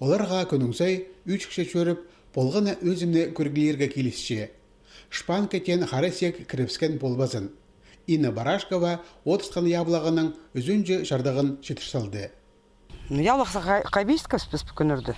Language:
Khakas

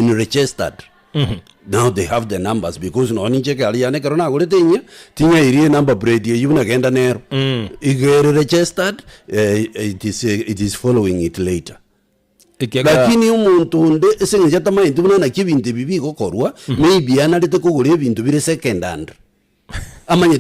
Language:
Gusii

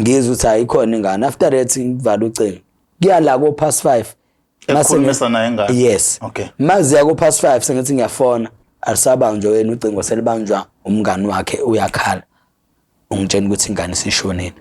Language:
Zulu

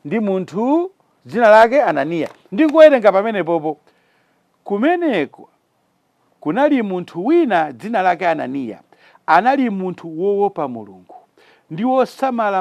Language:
Nyanja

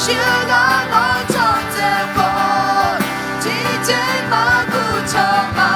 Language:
Akha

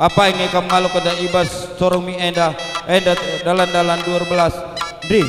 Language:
Batak Karo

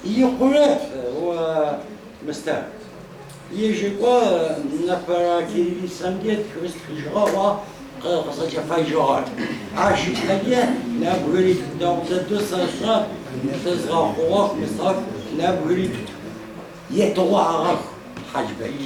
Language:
Adyghe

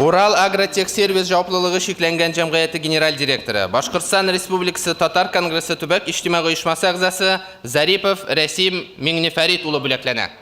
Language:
Tatar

